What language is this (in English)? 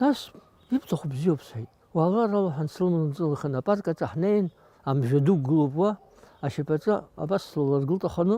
Abkhazian